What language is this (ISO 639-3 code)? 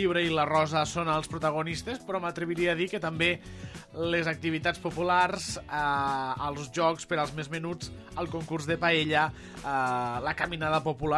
cat